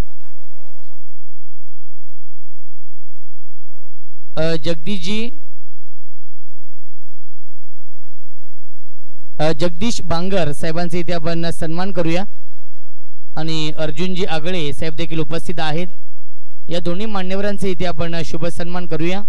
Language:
Marathi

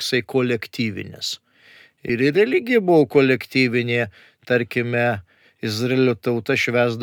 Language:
Lithuanian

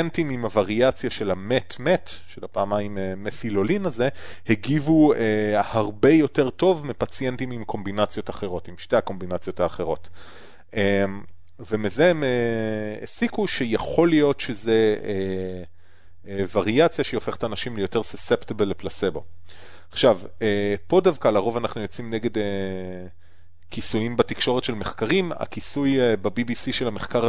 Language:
Hebrew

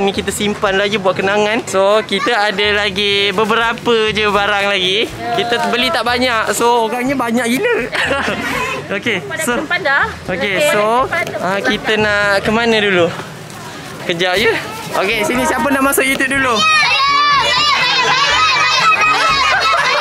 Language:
Malay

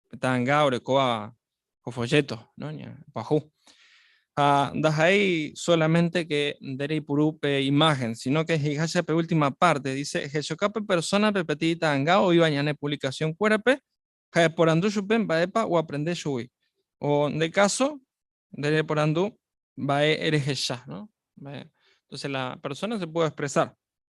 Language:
Guarani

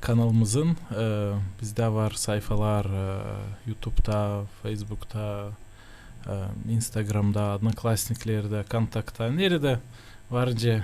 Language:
Gagauz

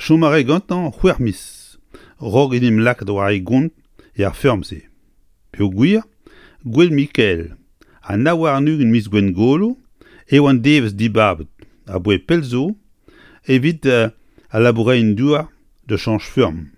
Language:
Breton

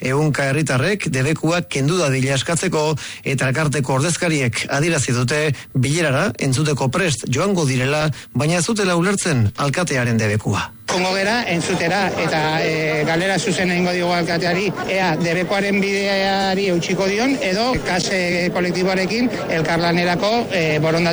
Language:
Basque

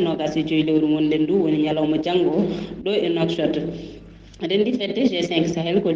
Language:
Fula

